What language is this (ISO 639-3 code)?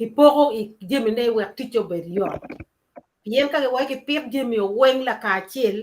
ach